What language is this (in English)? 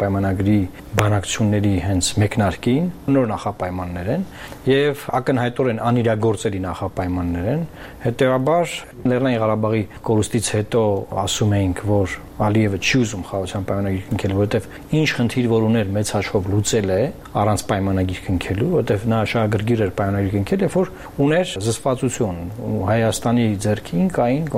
Armenian